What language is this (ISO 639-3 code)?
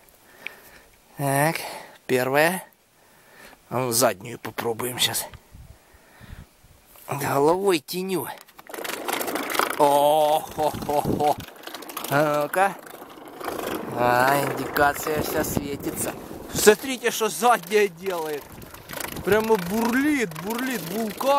rus